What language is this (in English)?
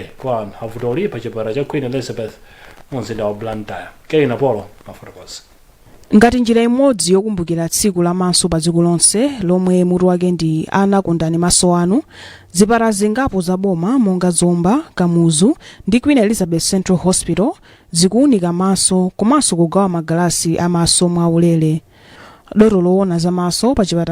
Nyanja